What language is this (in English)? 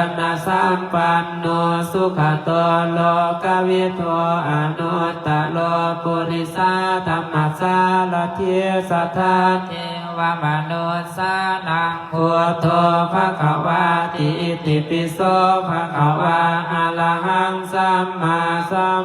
Pali